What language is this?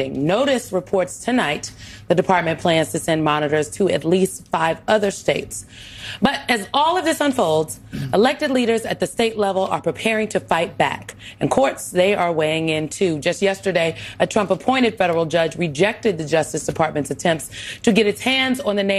English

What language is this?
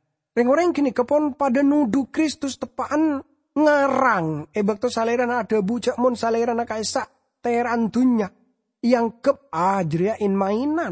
Madurese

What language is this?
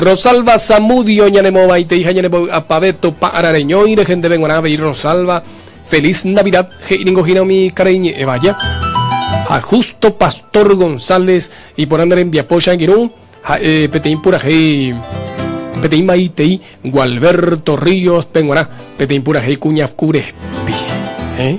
Guarani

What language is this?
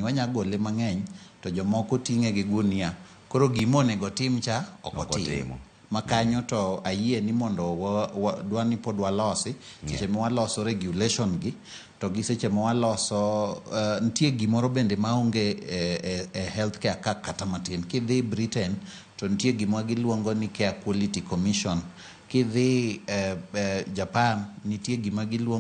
Luo (Kenya and Tanzania)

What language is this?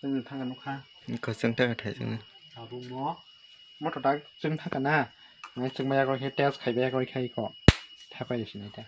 Kok Borok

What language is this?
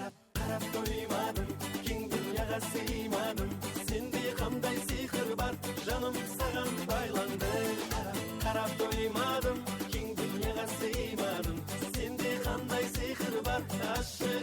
Kara-Kalpak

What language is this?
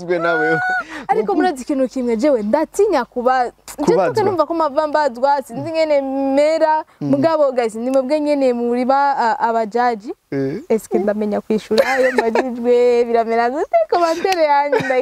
Rundi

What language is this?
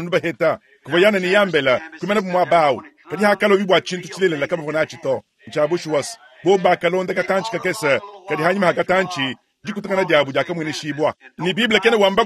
Luba-Lulua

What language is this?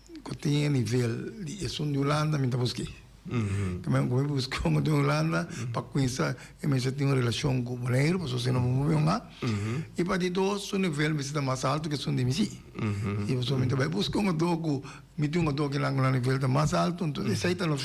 Papiamento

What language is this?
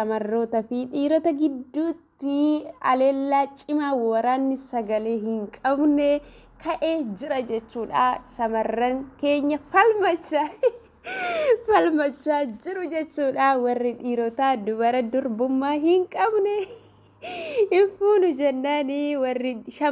Oromo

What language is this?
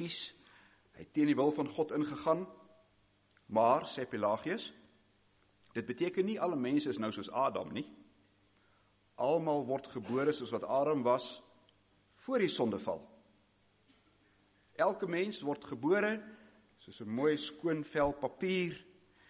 Afrikaans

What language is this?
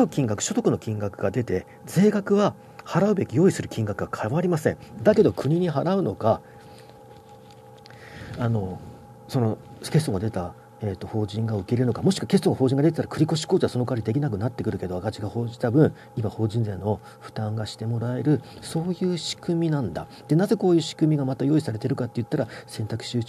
Japanese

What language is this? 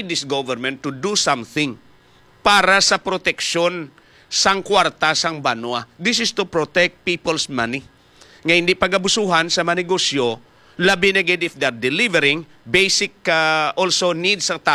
Hiligaynon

